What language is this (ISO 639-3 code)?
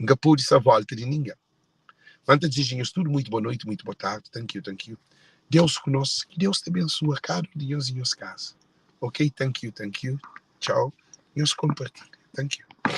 kea